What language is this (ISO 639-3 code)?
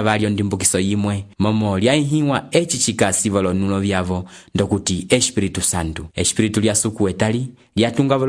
umb